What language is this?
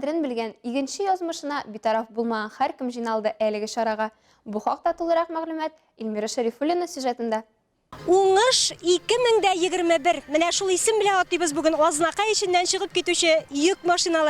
Tatar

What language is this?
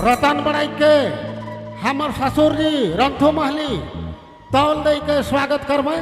Sadri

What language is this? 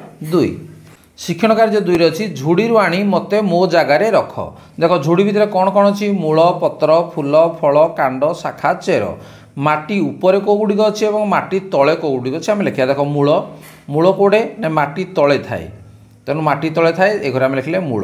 Odia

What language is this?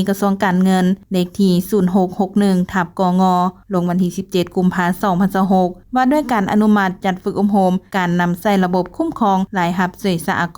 Lao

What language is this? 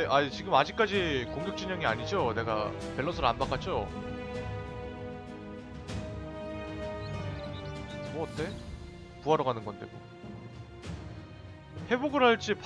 Korean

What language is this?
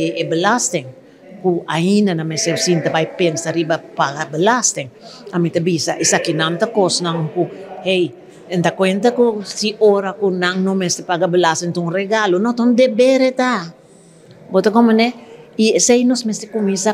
Papiamento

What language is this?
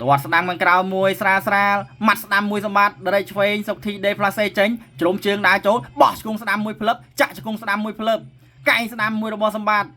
Khmer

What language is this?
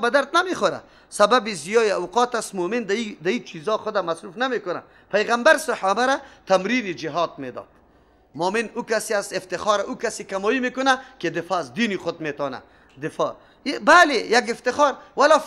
Persian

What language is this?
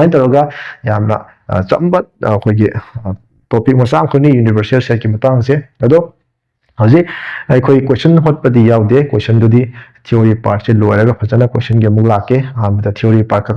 Manipuri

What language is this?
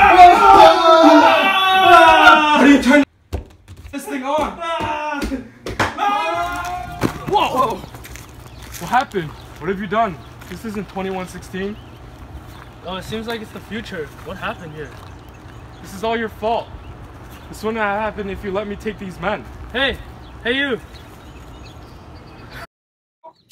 English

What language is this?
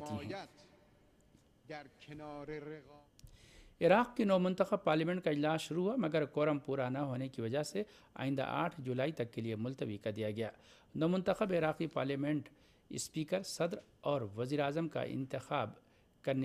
Urdu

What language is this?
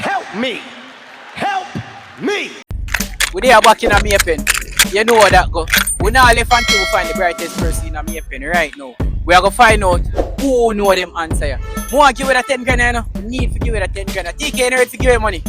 Jamaican Creole English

